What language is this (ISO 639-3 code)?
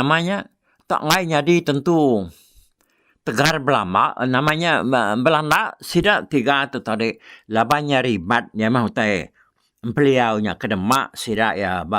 iba